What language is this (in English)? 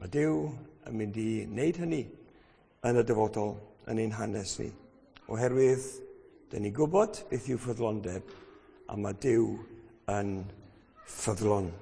Welsh